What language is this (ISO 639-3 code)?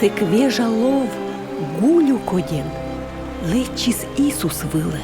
kom